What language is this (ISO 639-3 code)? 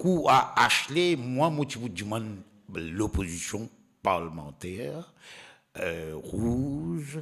mfe